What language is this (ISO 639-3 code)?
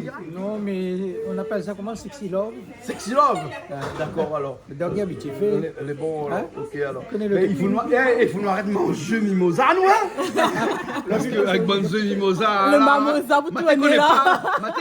rcf